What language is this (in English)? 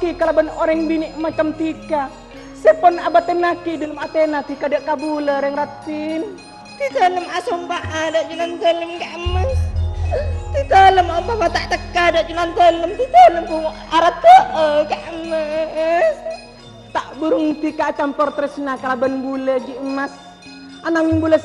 Madurese